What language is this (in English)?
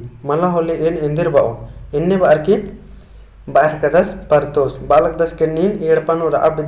Kurukh